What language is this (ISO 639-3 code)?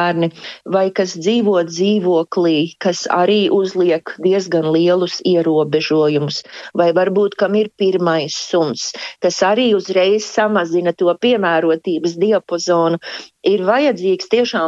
lav